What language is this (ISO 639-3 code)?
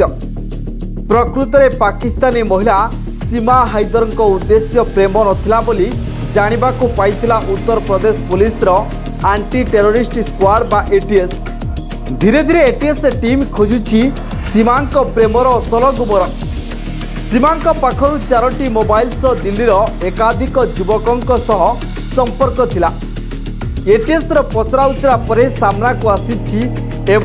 ori